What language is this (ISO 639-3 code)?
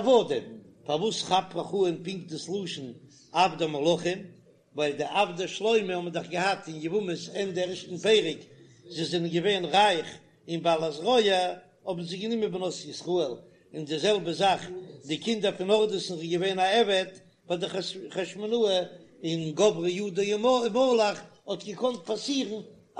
yid